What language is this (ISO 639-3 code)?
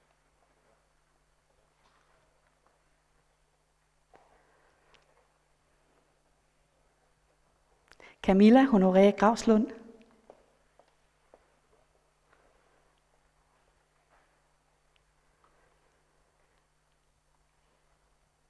dan